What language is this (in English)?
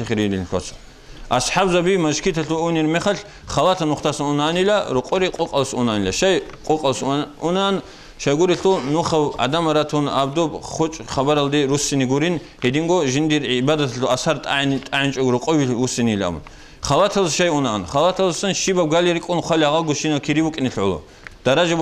Avaric